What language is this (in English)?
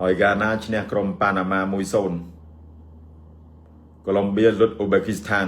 Khmer